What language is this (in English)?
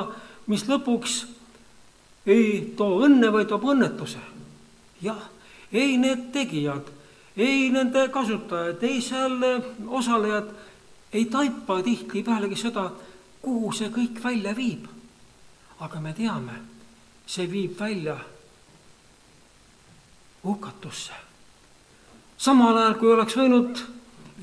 Estonian